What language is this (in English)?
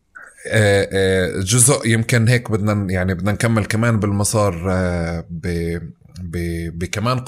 North Levantine Arabic